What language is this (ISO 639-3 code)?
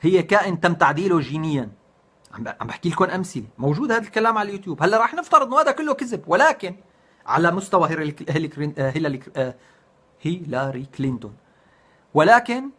apc